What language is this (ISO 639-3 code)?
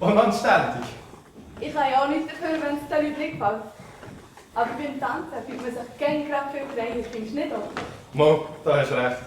gsw